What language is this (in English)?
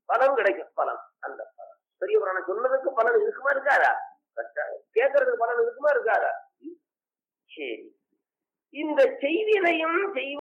Tamil